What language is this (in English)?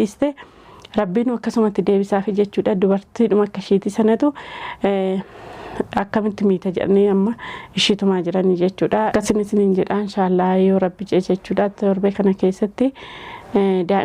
Oromo